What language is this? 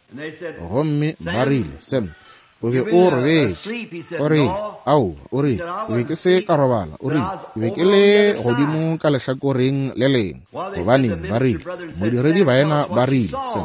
Northern Sotho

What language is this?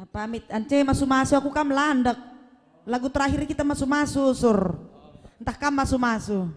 Batak Karo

